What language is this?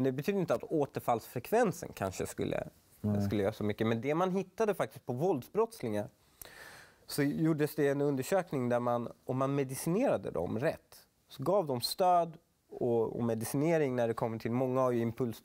Swedish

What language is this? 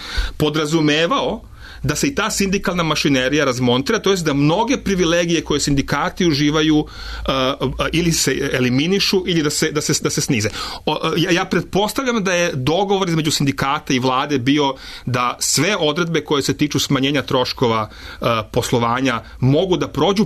Serbian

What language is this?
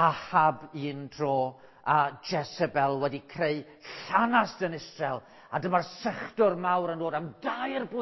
Welsh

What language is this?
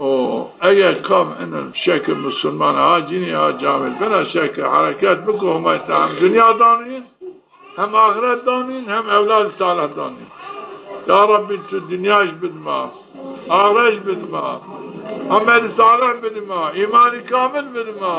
Zaza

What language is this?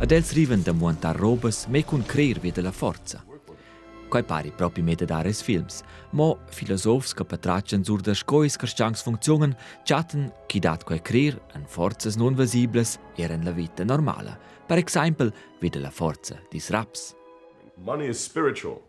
Romansh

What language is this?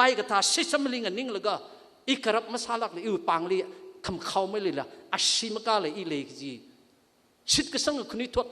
Tangkhul Naga (India)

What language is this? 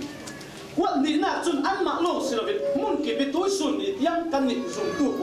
Falam Chin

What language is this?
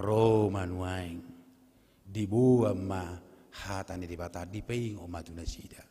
Batak Toba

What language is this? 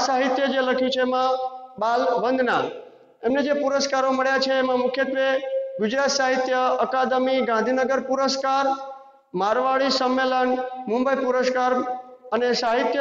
Gujarati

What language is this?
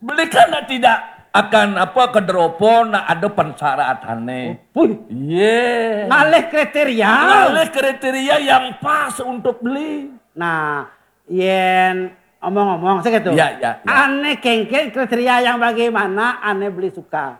Balinese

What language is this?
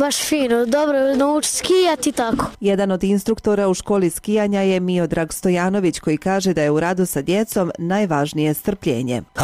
Bosnian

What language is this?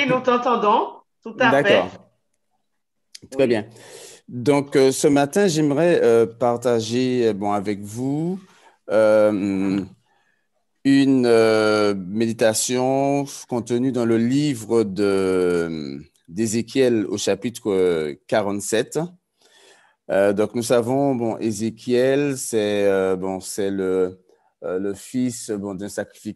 French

